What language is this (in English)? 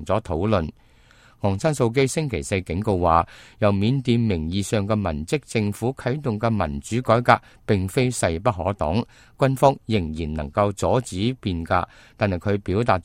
Cantonese